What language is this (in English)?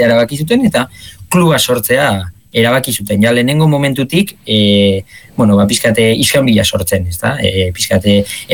Basque